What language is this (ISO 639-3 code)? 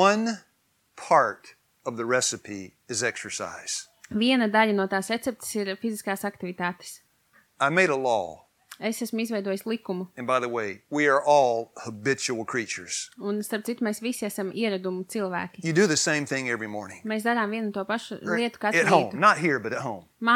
lav